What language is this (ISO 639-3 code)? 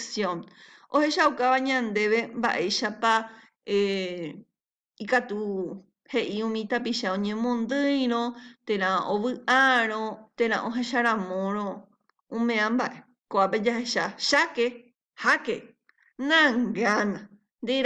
grn